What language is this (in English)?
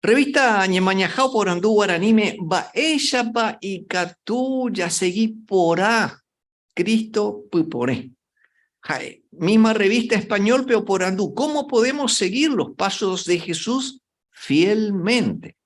Guarani